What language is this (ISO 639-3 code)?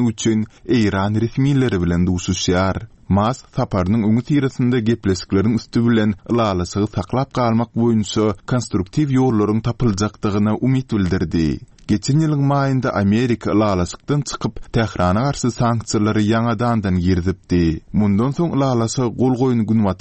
tuk